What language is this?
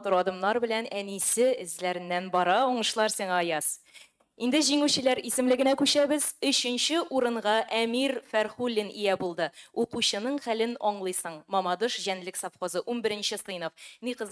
Tatar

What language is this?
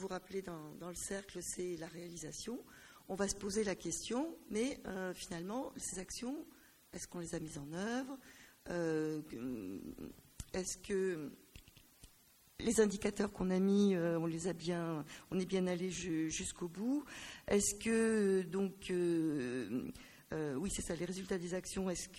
French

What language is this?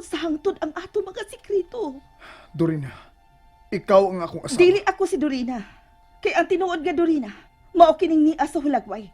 Cebuano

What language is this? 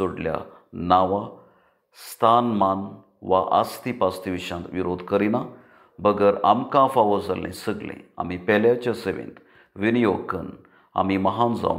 Konkani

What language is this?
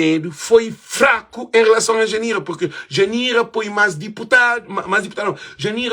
Kabuverdianu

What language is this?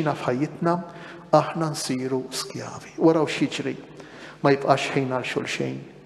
Maltese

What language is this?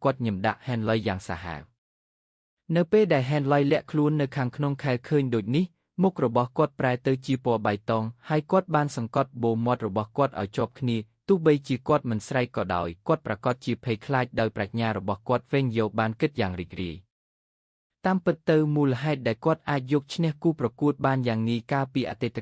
Khmer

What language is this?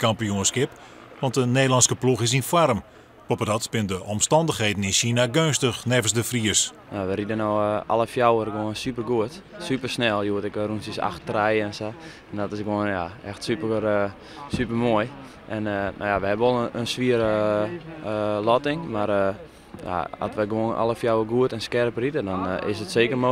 Western Frisian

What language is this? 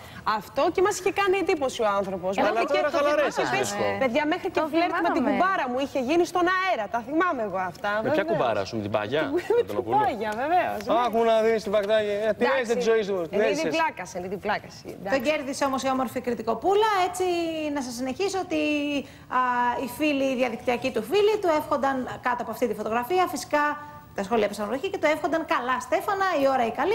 Greek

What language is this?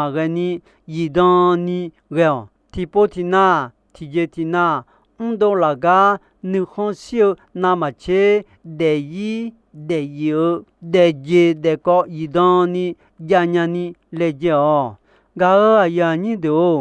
Akha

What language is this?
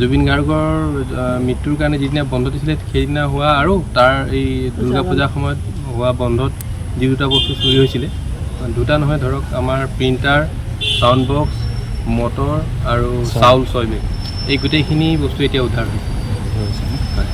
Assamese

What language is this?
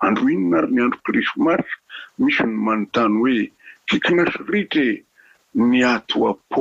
Malagasy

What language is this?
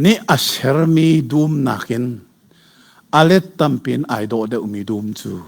Hakha Chin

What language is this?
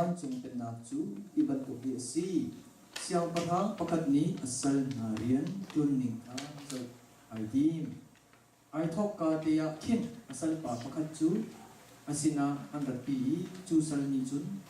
Hakha Chin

